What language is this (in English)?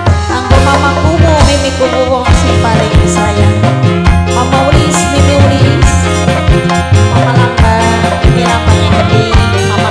Javanese